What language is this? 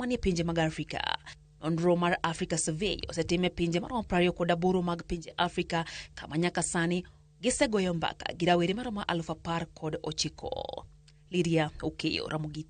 Luo (Kenya and Tanzania)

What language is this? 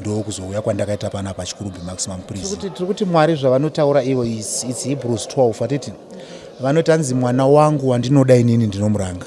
Shona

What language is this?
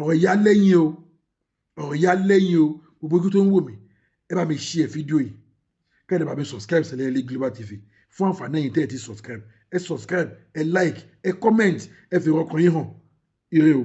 Yoruba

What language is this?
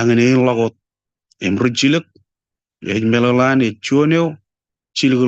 Marshallese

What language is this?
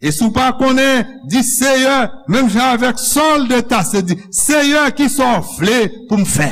Haitian Creole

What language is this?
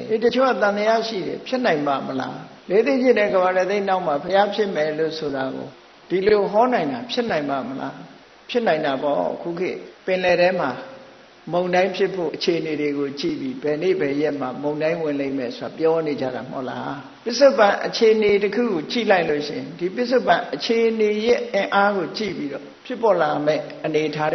Burmese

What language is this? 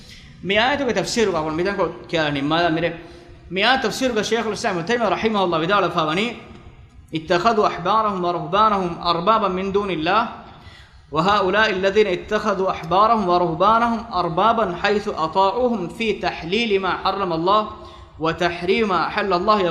Divehi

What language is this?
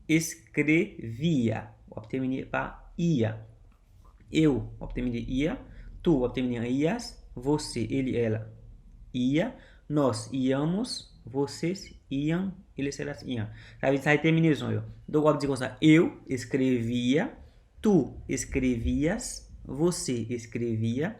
Haitian Creole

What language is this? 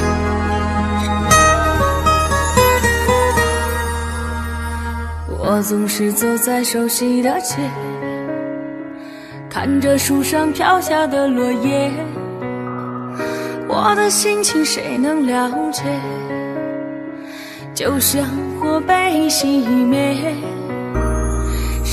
Chinese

